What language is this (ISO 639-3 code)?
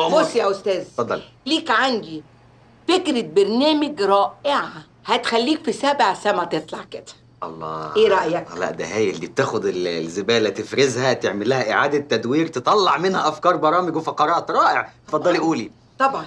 arz